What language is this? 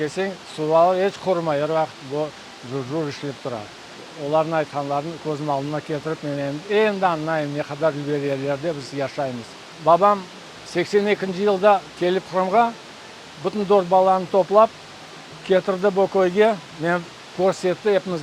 Crimean Tatar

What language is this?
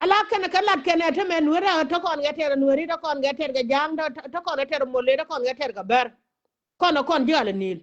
Nuer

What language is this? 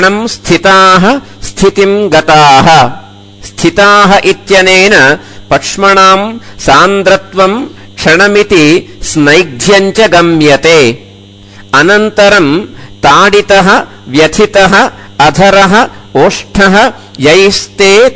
Sanskrit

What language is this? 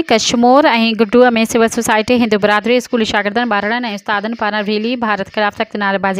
Sindhi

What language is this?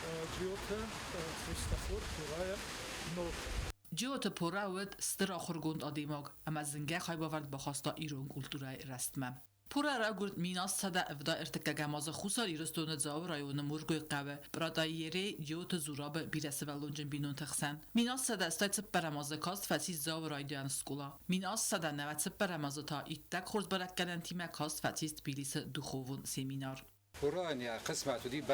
Ossetic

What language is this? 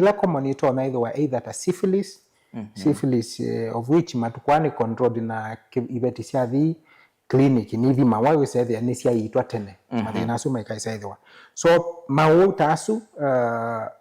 Kamba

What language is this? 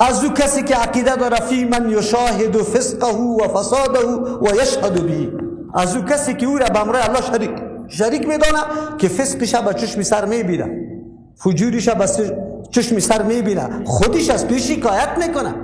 Persian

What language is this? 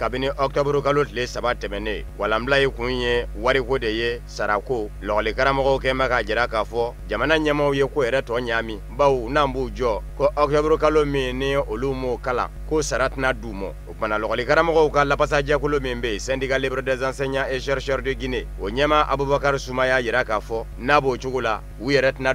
Bambara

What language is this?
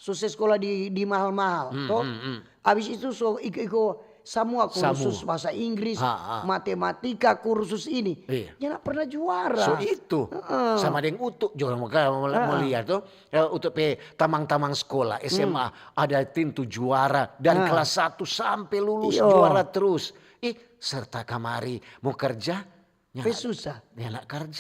Manado Malay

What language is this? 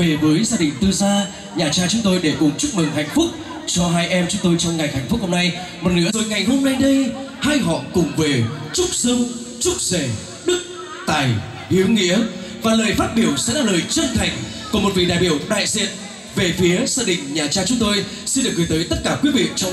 Vietnamese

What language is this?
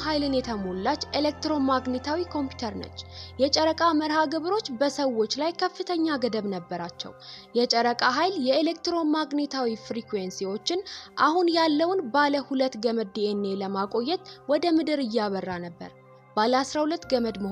Amharic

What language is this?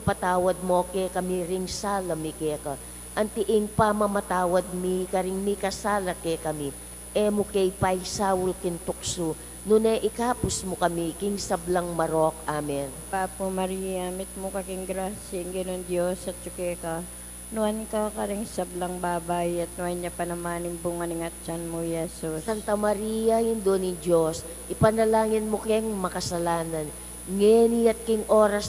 Pampanga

